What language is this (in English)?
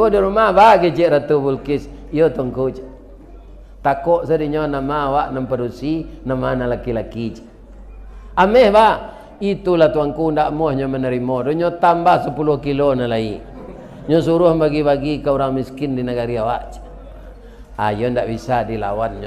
Minangkabau